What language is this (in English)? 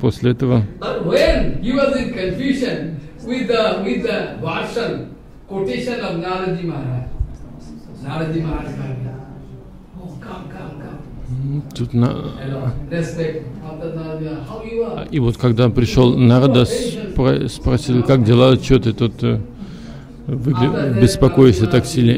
Russian